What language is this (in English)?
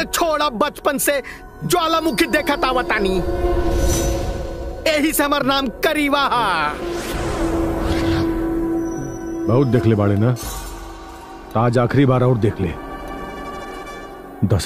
Bhojpuri